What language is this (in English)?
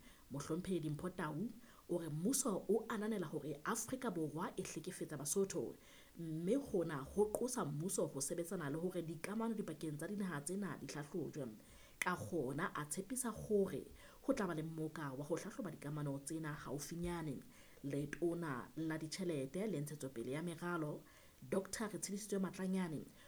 Southern Sotho